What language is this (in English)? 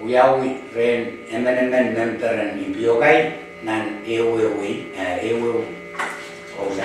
Pohnpeian